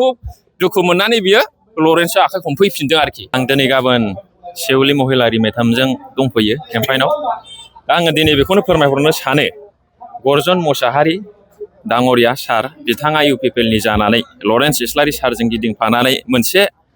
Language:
Bodo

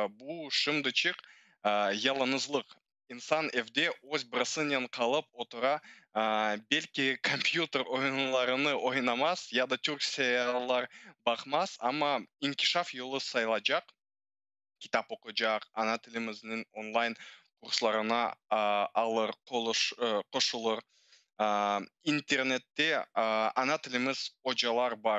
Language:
Crimean Tatar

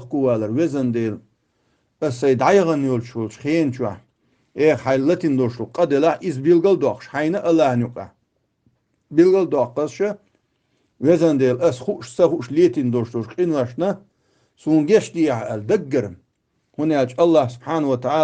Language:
Chechen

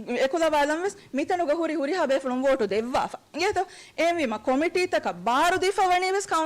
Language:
Divehi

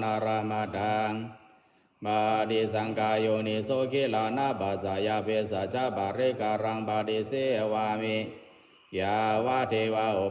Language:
Pali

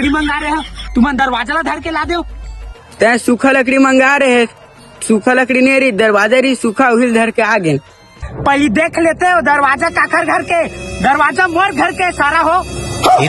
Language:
Chhattisgarhi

